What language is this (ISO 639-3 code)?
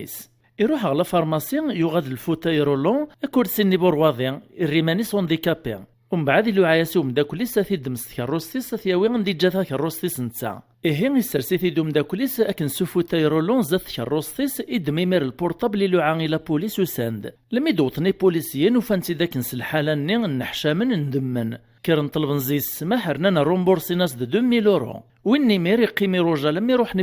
kab